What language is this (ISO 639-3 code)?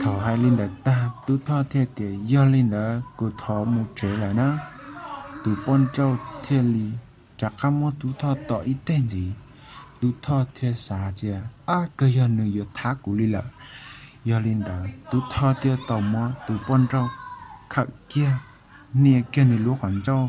hmn